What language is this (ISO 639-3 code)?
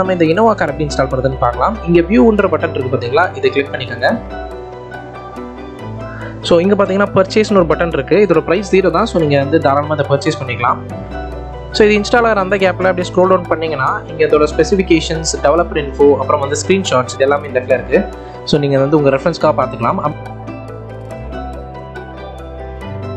tam